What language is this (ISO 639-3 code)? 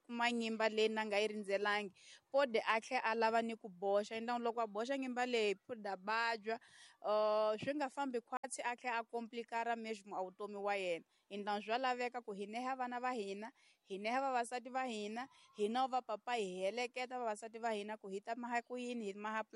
tso